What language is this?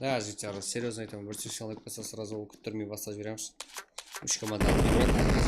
Kara-Kalpak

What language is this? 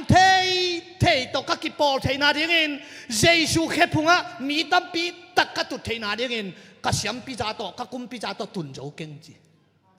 Tedim Chin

